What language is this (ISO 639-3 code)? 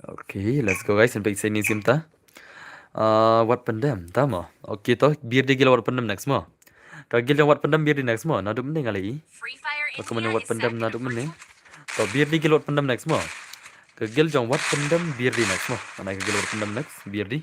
kha